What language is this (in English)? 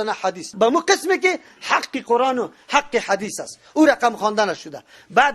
Persian